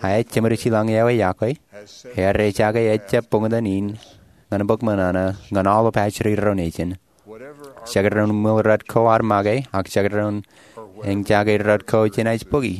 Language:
Marshallese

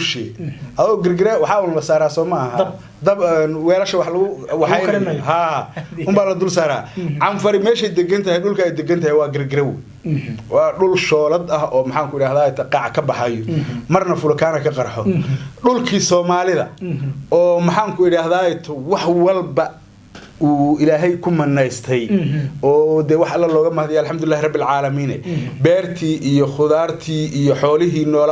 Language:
Somali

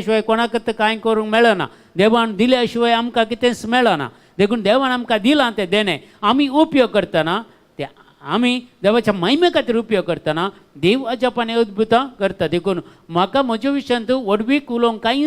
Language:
Konkani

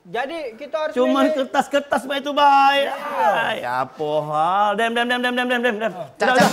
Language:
Musi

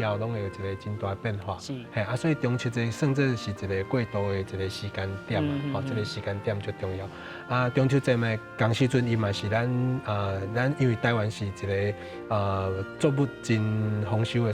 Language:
Min Nan Chinese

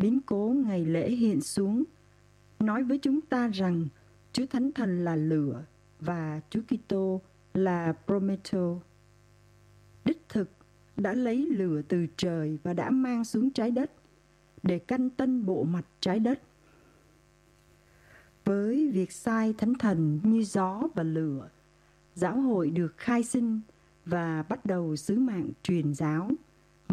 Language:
Vietnamese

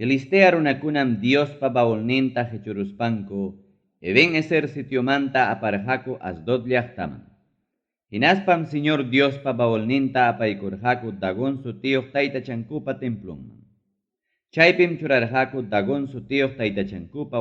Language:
Ayacucho Quechua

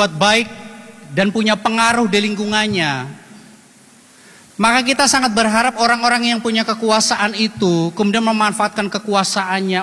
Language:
Indonesian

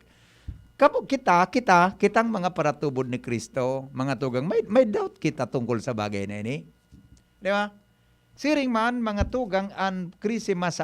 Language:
Bikol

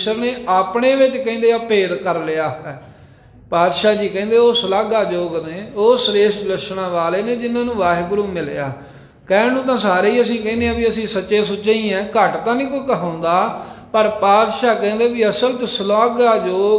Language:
Punjabi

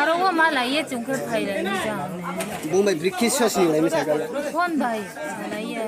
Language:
Kok Borok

